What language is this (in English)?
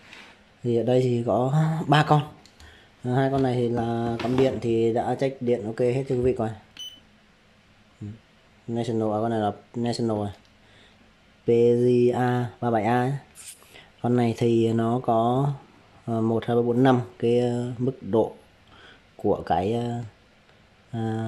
Vietnamese